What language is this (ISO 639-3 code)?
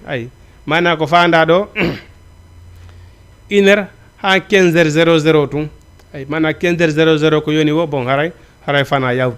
ful